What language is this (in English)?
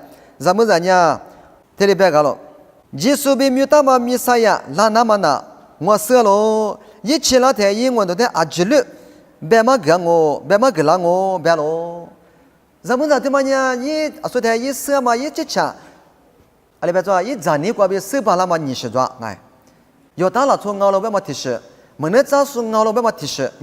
Lisu